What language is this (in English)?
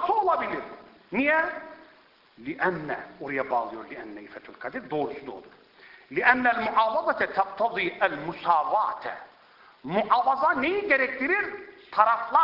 Turkish